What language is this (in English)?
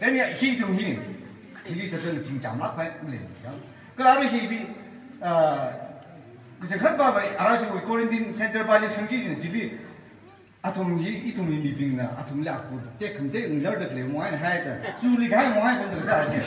Tangkhul Naga (India)